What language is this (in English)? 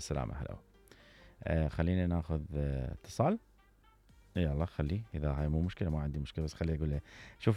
Mesopotamian Arabic